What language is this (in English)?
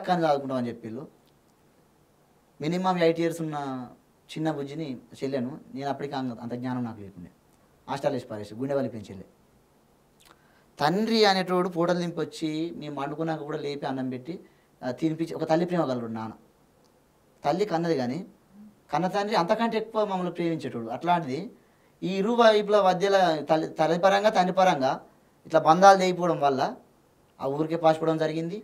Telugu